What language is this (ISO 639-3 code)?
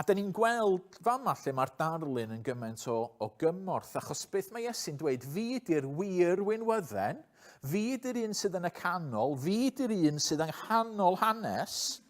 cym